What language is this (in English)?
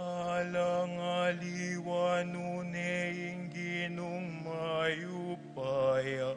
Pampanga